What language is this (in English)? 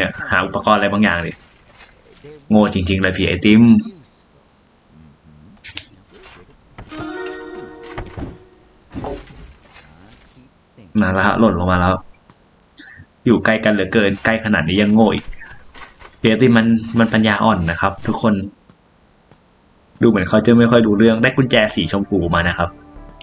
Thai